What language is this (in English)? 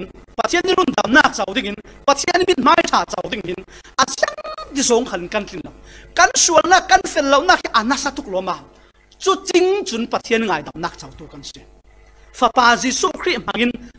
Falam Chin